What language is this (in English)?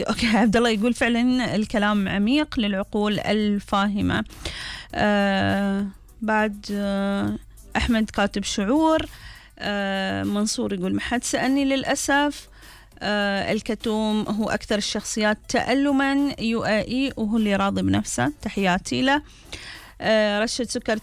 Gulf Arabic